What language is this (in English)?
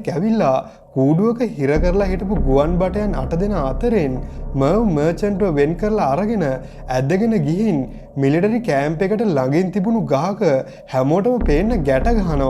Sinhala